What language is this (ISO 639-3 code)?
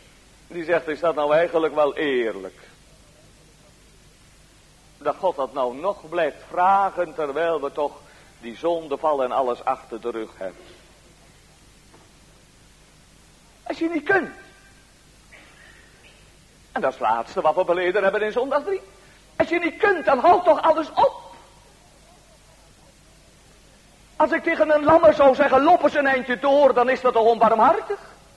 nld